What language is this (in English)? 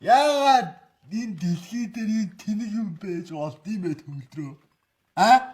Mongolian